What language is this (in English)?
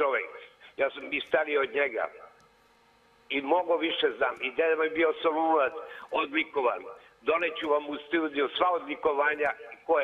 Serbian